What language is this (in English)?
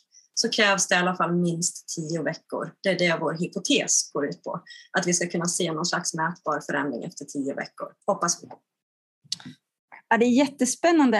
Swedish